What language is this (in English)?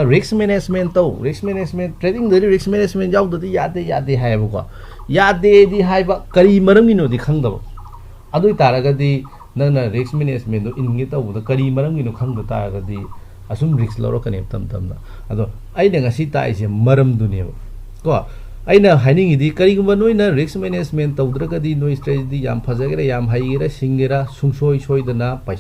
Manipuri